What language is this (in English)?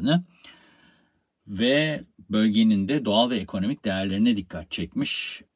Turkish